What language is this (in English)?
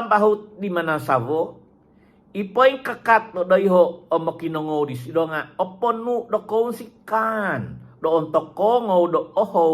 Central Dusun